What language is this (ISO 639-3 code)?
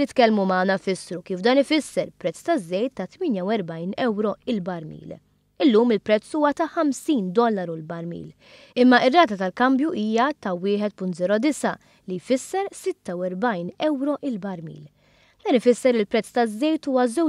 mlt